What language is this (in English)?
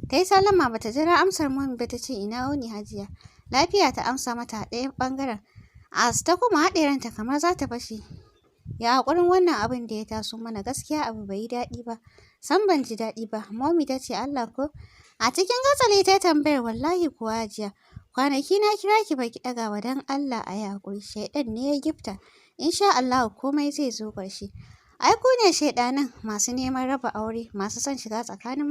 Hausa